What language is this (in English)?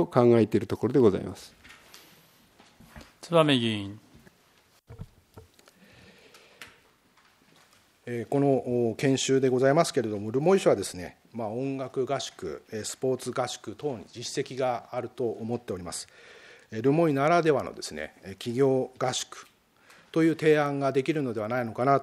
Japanese